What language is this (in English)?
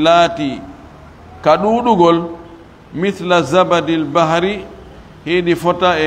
Fula